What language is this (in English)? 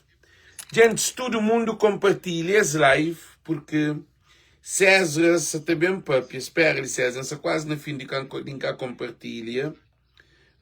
Kabuverdianu